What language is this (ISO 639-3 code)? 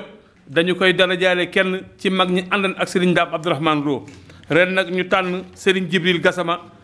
wol